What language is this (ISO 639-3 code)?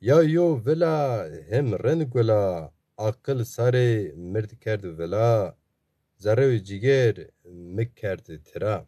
zza